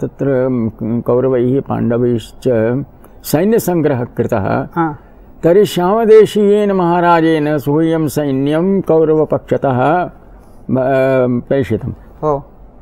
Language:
Sanskrit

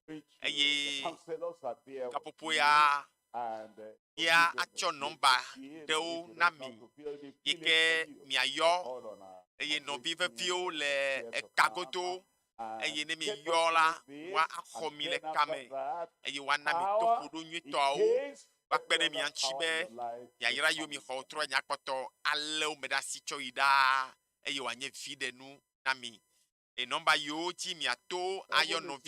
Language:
Ewe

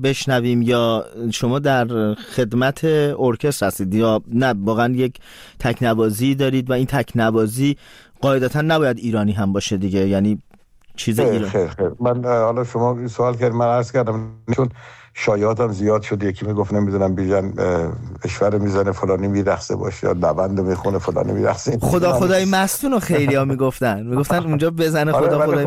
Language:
Persian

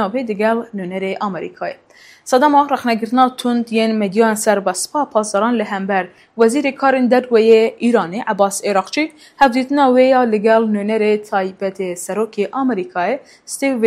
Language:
Kurdish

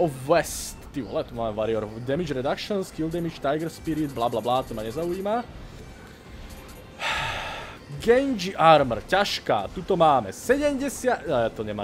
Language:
Slovak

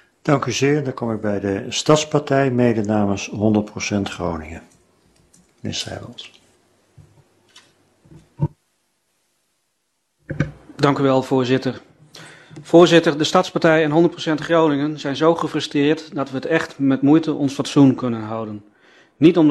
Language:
Dutch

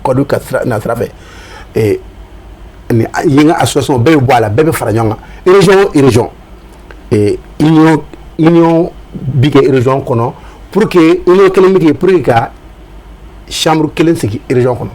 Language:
Bambara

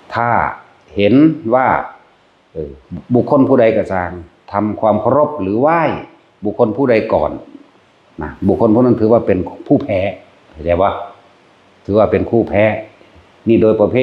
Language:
Northeastern Thai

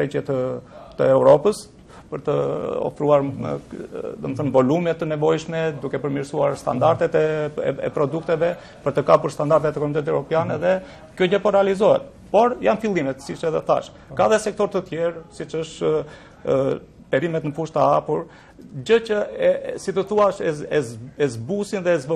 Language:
Albanian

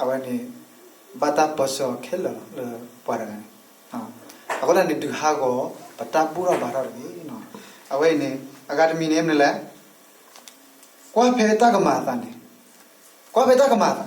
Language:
S'gaw Karen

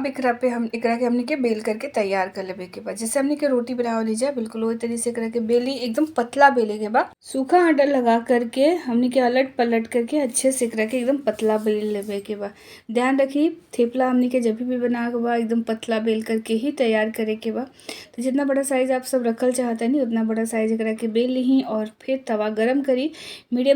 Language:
Bhojpuri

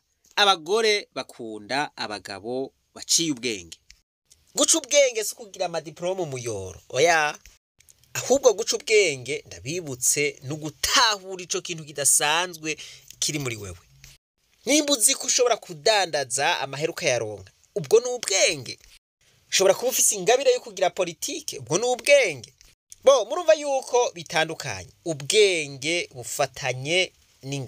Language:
Rundi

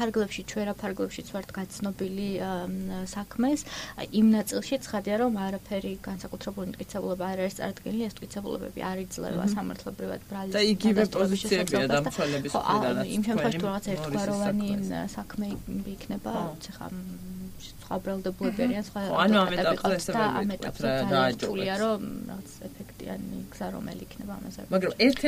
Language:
Georgian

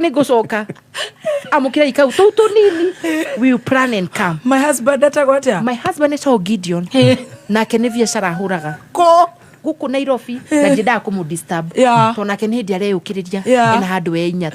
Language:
Kikuyu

